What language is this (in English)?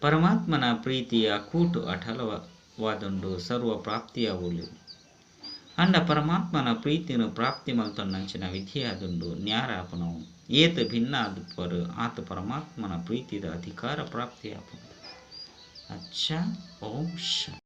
Tulu